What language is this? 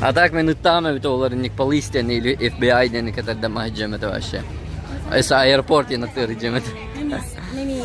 Yakut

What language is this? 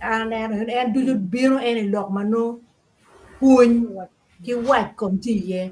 Acoli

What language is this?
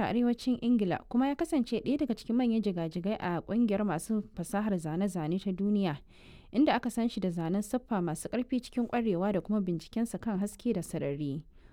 Hausa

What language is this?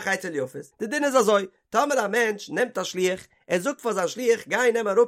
Yiddish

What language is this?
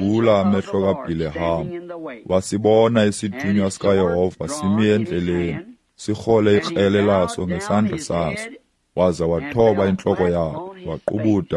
Xhosa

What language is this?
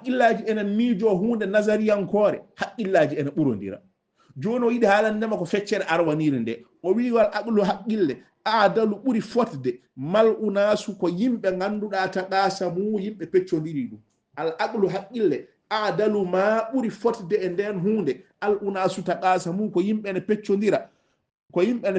Fula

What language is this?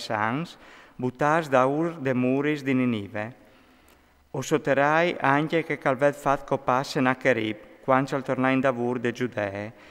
Friulian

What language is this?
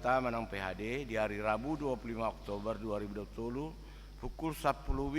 Batak Toba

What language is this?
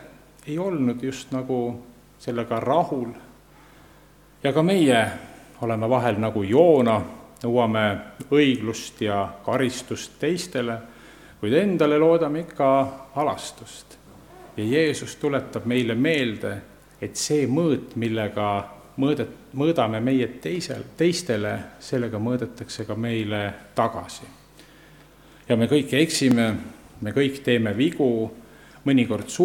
Estonian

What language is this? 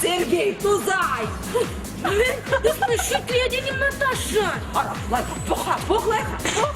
Chuvash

